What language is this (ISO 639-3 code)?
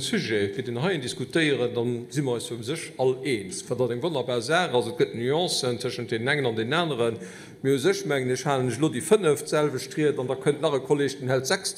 ltz